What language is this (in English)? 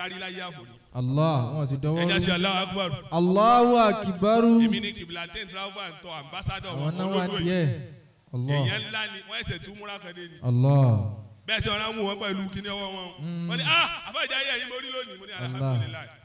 Yoruba